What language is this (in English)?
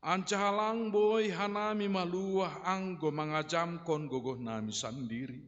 Batak Simalungun